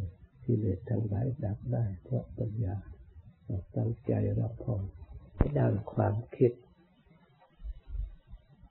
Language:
Thai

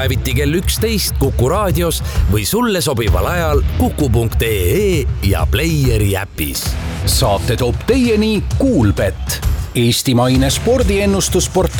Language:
Estonian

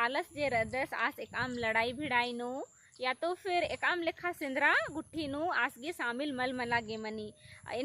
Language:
Kurukh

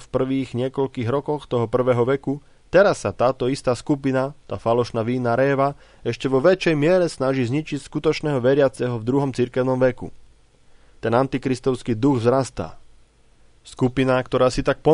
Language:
Slovak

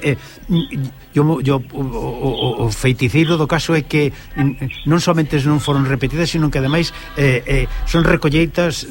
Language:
Galician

